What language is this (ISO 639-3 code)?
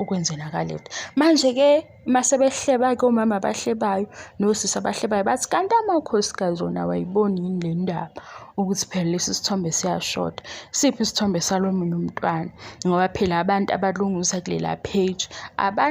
zul